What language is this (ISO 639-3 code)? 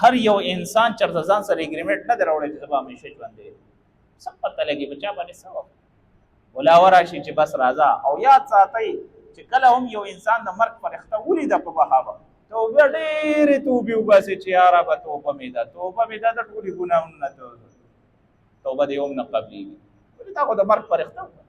pus